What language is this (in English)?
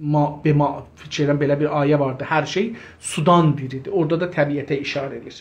South Azerbaijani